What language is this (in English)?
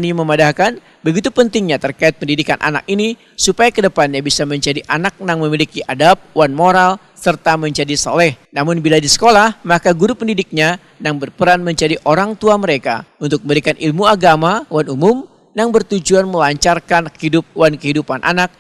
Banjar